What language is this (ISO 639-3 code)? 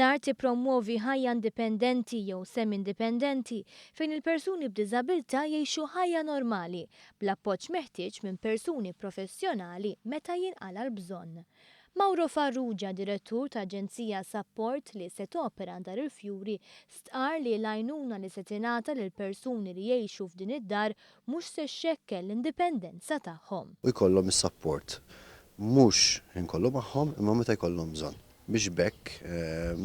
mlt